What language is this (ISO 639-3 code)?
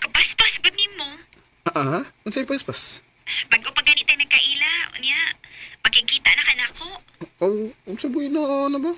ceb